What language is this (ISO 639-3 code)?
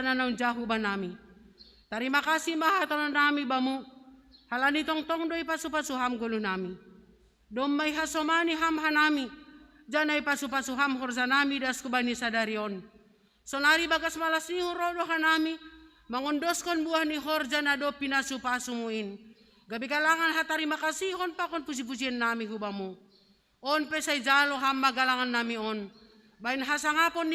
bts